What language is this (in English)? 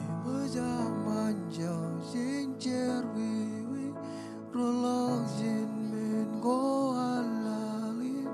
Marshallese